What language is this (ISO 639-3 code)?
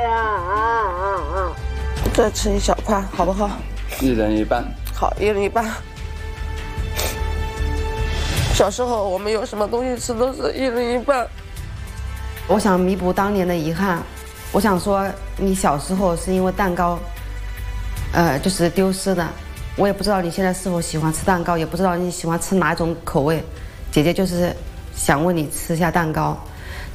zho